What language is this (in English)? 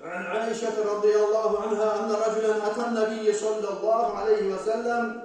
Kumyk